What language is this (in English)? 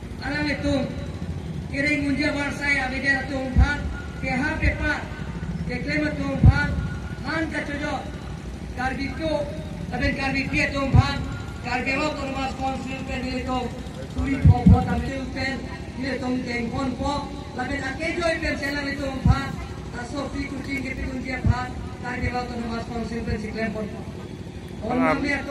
Karbi